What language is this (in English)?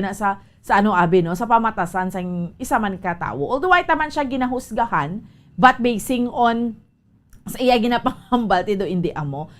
Hiligaynon